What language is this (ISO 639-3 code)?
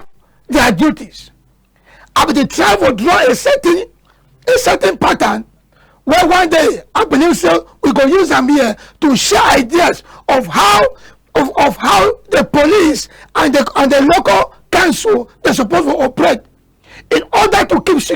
wes